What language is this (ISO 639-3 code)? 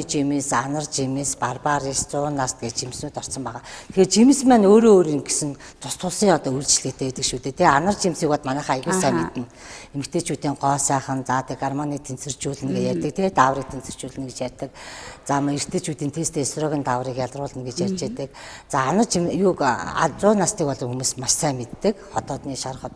mon